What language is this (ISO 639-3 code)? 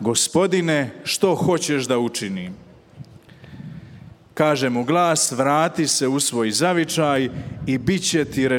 hrv